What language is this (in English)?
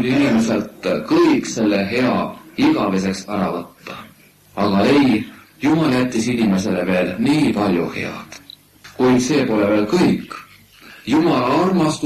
Estonian